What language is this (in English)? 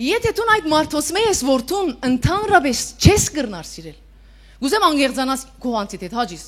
Western Armenian